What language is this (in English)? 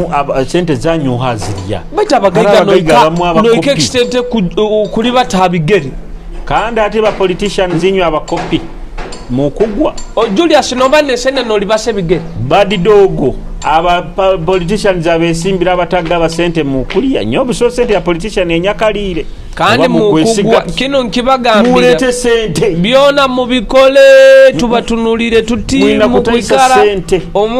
Nyoro